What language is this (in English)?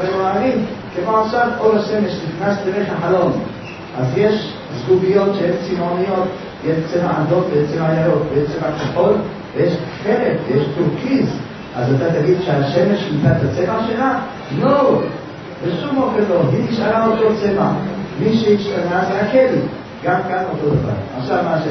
Hebrew